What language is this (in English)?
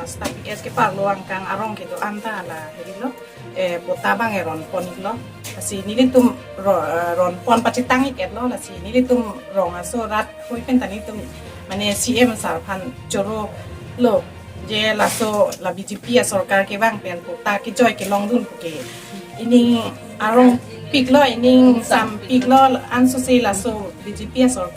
Karbi